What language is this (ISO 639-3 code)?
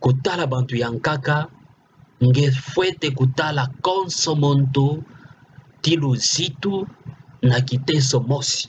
ktu